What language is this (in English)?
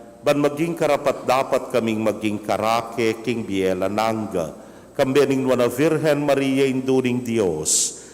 Pampanga